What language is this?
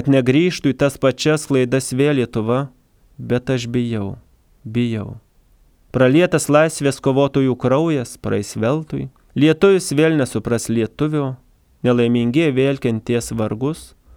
Lithuanian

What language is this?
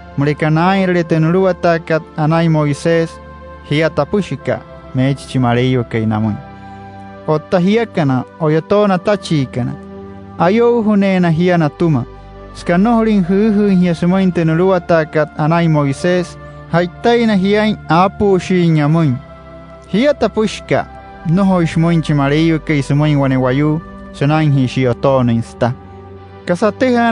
Wayuu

